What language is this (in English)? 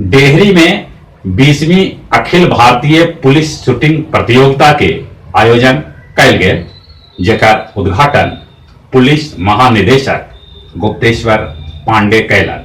Magahi